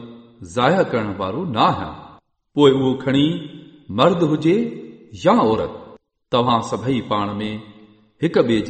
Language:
Sindhi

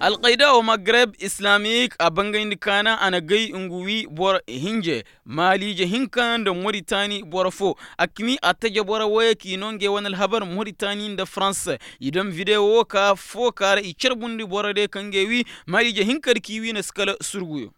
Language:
Koyraboro Senni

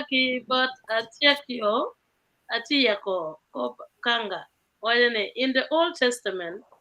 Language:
Acoli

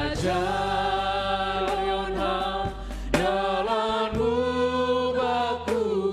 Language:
Batak Simalungun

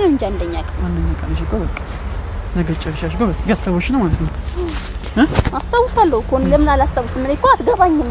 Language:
Amharic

